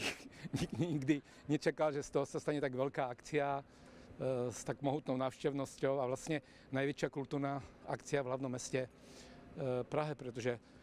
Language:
Slovak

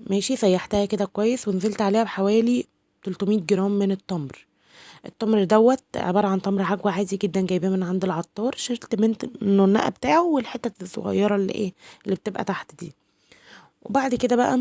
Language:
Egyptian Arabic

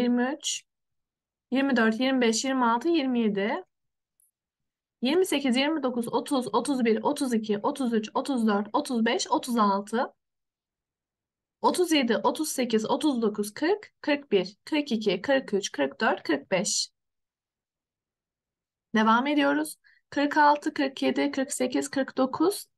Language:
Turkish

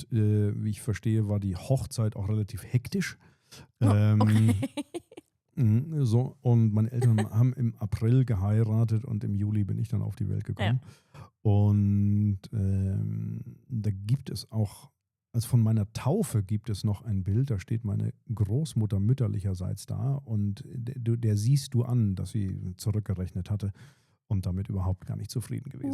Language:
Swiss German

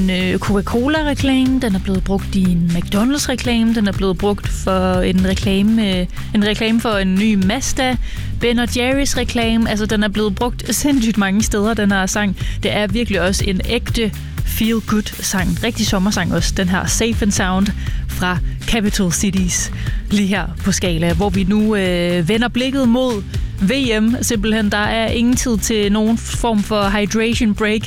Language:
Danish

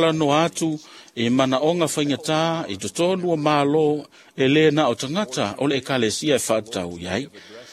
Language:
Samoan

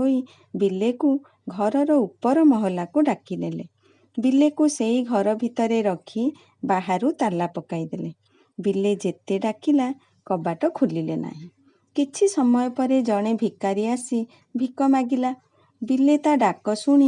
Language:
Odia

